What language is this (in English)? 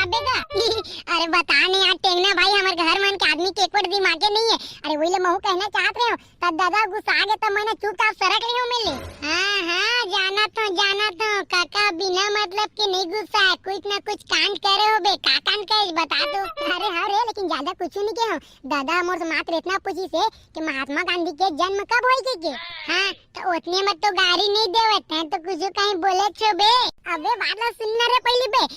Chhattisgarhi